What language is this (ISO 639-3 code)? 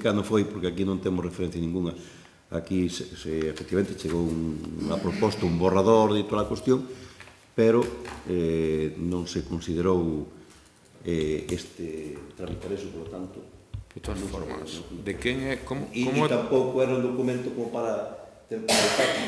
glg